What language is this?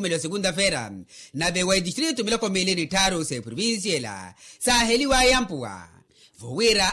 Makhuwa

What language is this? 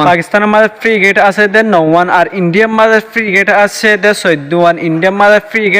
Rohingya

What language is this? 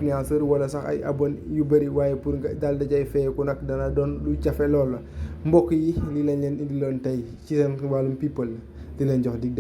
Wolof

